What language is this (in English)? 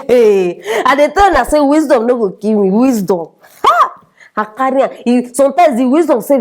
Nigerian Pidgin